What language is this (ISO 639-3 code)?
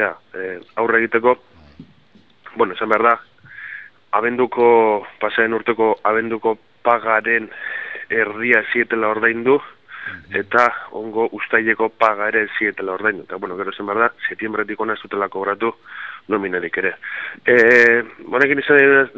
eus